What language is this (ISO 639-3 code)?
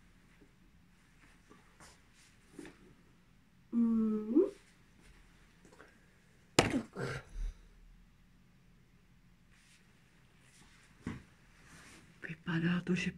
ces